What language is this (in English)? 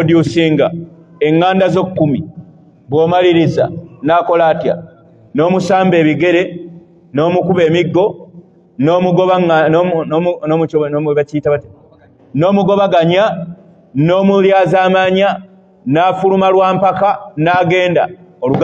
Ganda